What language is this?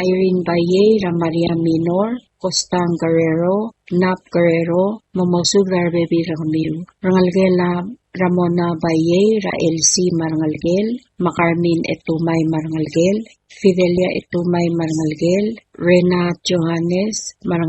Palauan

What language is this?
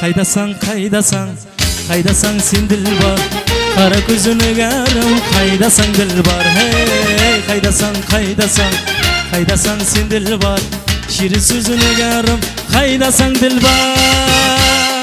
Kara-Kalpak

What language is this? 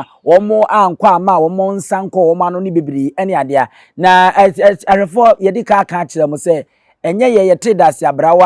Akan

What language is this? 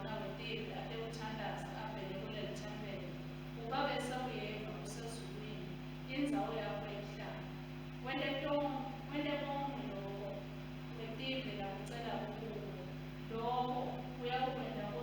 Swati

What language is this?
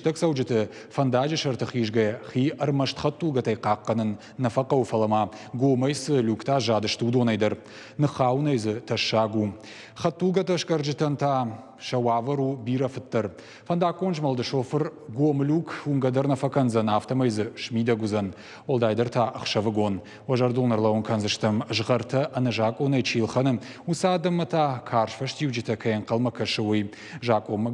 Ossetic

